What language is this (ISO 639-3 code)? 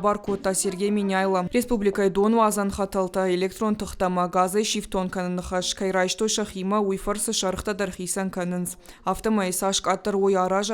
oss